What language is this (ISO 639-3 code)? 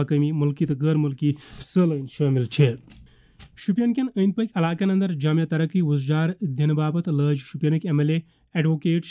kas